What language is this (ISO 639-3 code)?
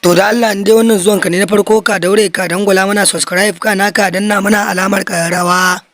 hau